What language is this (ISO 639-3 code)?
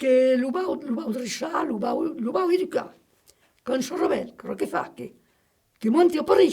oci